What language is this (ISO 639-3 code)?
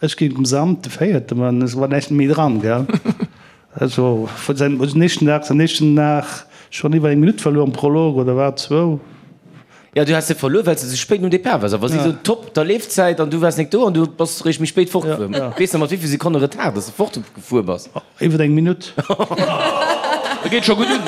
ltz